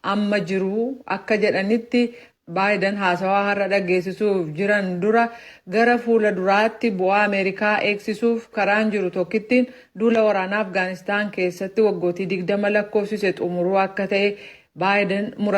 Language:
Oromo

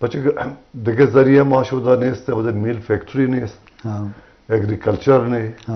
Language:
Eastern Balochi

